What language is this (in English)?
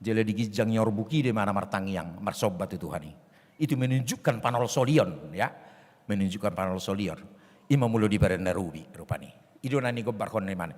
Batak Toba